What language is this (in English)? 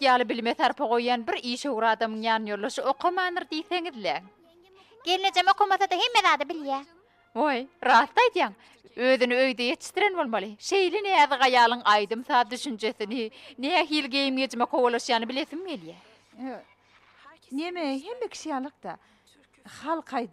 Turkmen